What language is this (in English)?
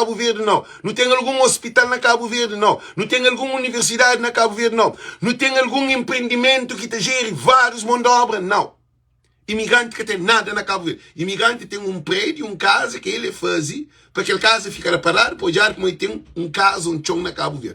Kabuverdianu